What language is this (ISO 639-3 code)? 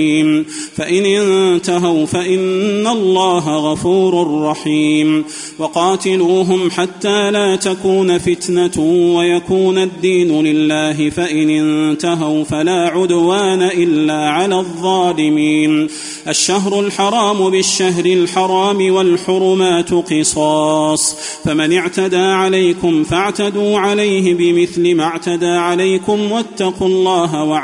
ara